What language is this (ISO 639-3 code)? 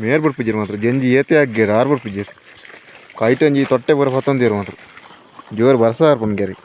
tcy